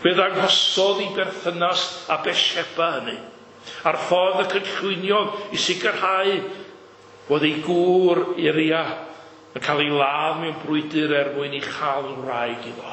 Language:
Welsh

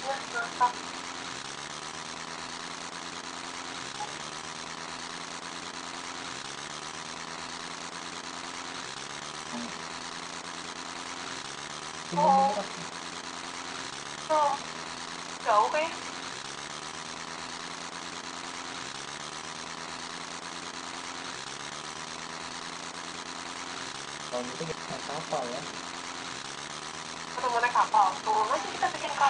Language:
Indonesian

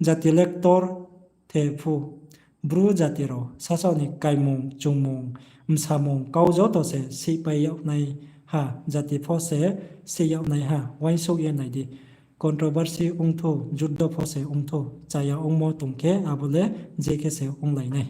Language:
Riang (India)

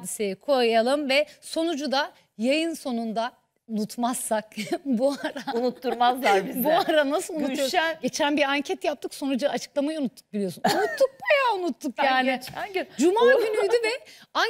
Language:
Turkish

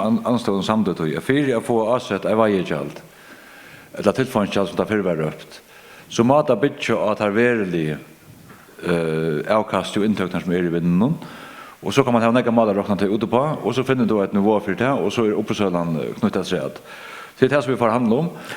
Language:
Faroese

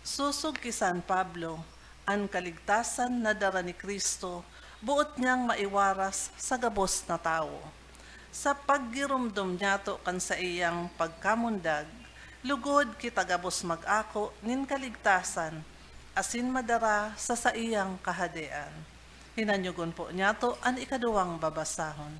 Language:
Bikol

